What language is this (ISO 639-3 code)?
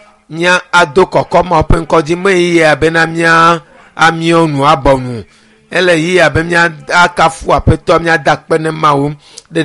ewe